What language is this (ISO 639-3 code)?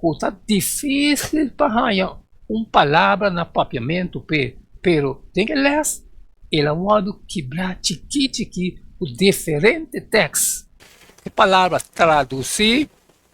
pap